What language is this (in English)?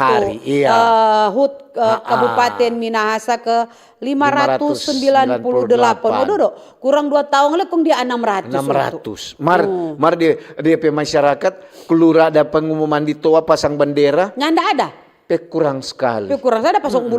Manado Malay